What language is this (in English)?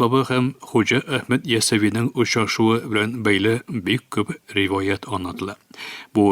Tatar